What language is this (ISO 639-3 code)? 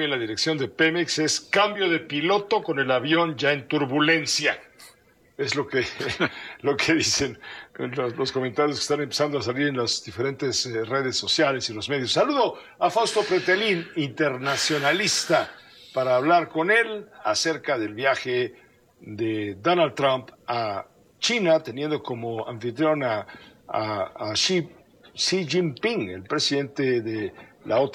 spa